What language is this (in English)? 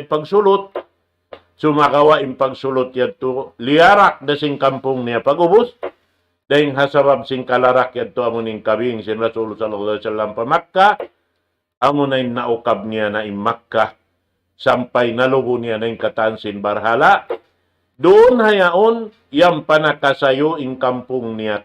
Tausug